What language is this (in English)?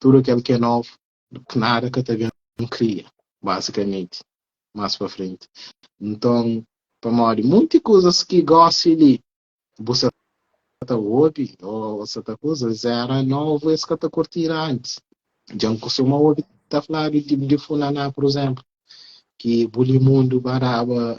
Kabuverdianu